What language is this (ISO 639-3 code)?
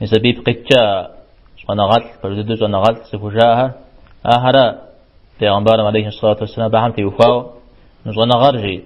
kbd